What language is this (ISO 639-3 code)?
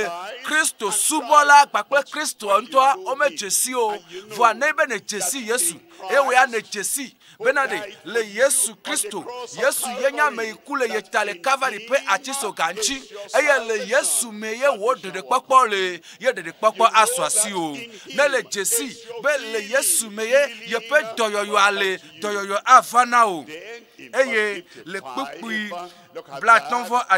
ewe